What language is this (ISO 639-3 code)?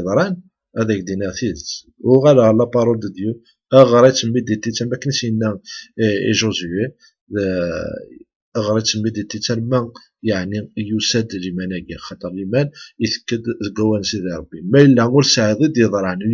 kab